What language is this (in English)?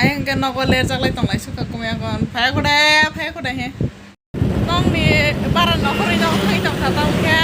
Kok Borok